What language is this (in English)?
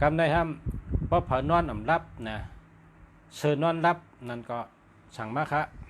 Shan